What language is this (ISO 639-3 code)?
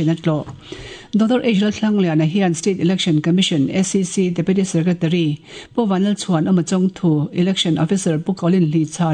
lus